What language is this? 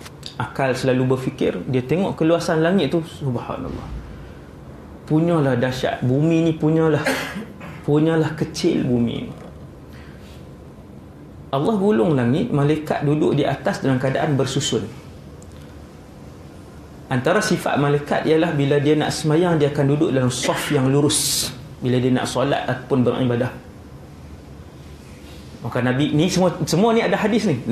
Malay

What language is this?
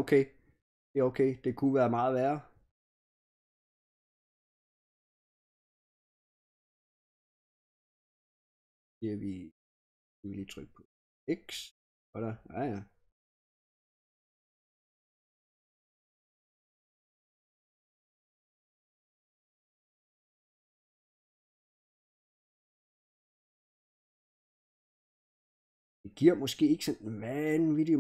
Danish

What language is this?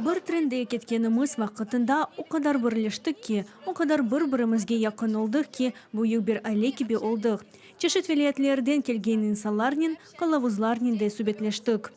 Crimean Tatar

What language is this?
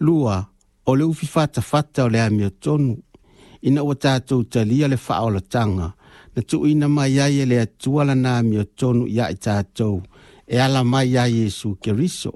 Samoan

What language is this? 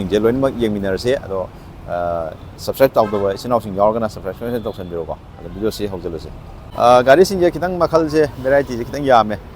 Manipuri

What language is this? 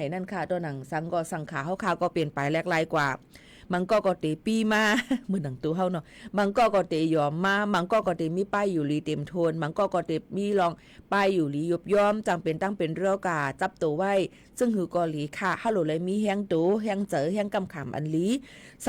Shan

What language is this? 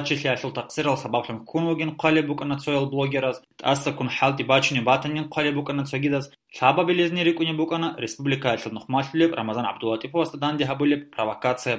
Avaric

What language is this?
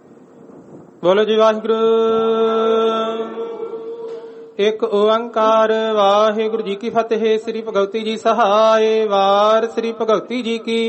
Punjabi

